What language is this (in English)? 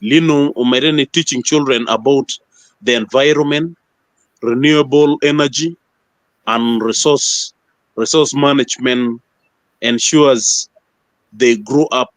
Acoli